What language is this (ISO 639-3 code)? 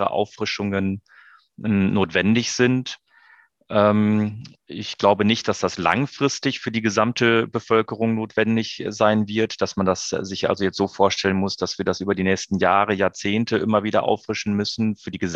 ltz